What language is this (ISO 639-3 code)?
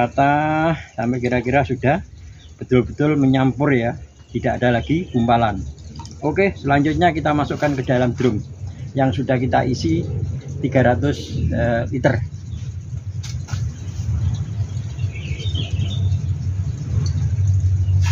ind